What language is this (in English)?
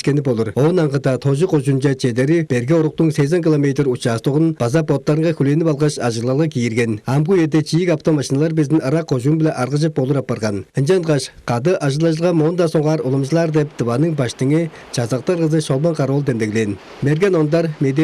Tuvinian